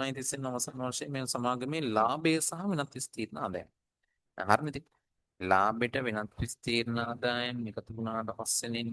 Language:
Sinhala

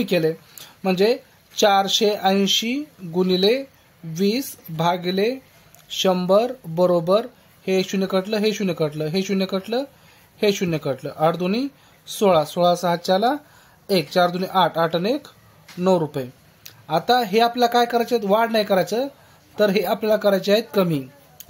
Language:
Marathi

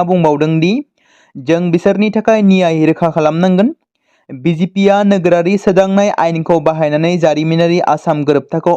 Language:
Bodo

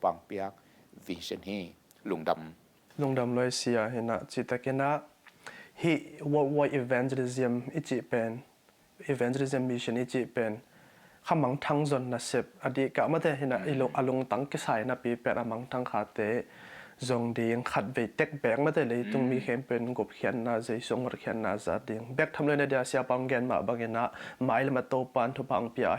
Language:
Tedim Chin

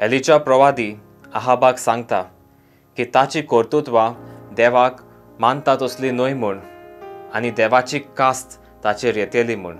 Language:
Konkani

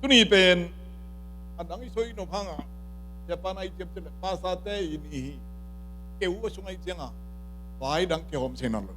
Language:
Tedim Chin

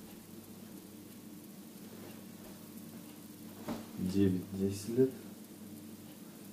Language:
Russian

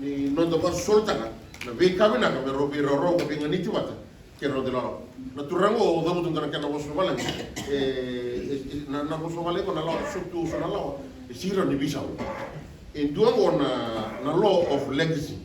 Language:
Fijian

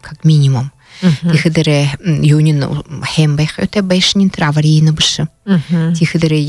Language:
Buriat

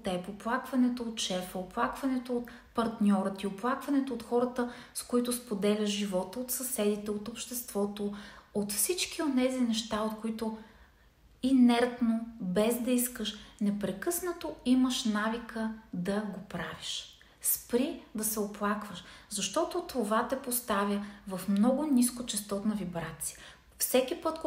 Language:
Bulgarian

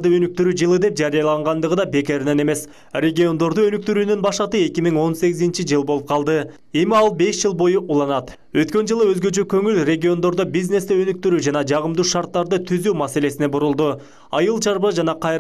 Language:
Kyrgyz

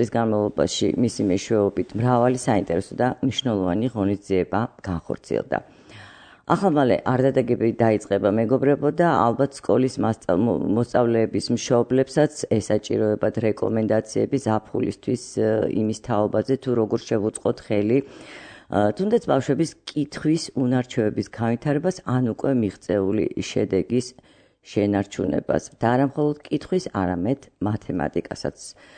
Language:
Georgian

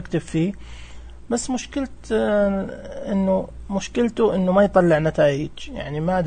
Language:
Najdi Arabic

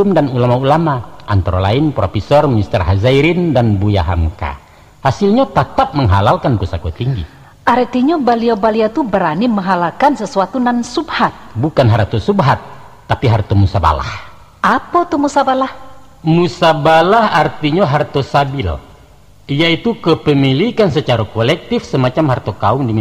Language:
Minangkabau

